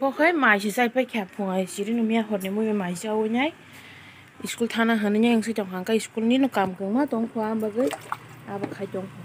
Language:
Kok Borok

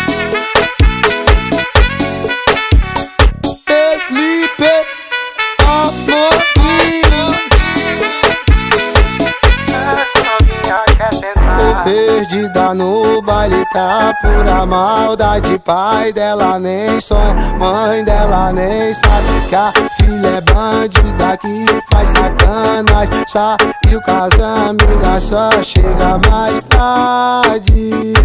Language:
Portuguese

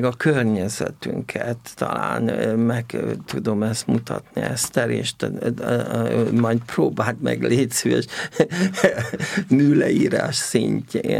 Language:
Hungarian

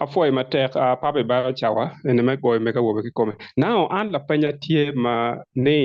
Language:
Acoli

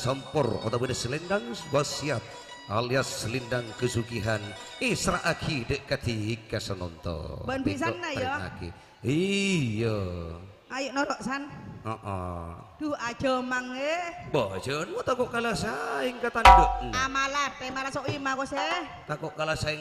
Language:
Madurese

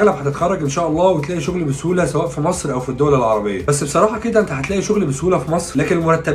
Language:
Egyptian Arabic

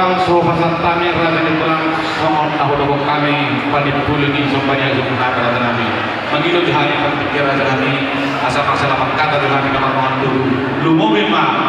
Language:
Batak Toba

